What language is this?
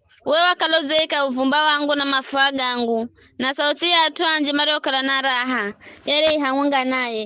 Giryama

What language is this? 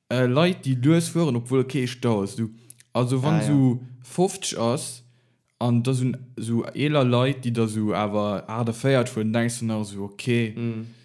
Luxembourgish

